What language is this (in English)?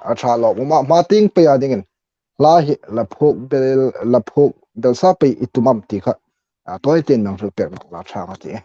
Hmar